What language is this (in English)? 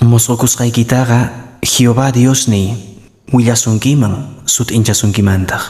Quechua